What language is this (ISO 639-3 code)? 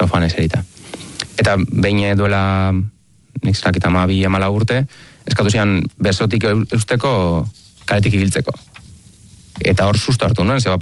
eus